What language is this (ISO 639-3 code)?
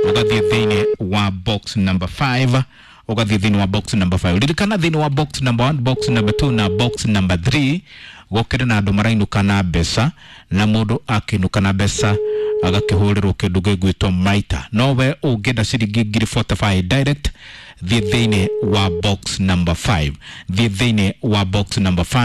kik